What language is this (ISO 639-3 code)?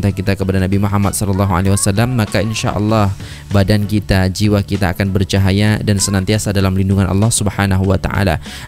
msa